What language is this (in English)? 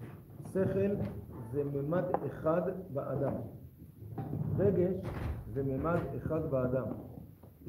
Hebrew